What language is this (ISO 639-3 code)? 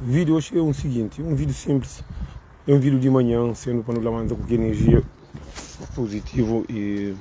kea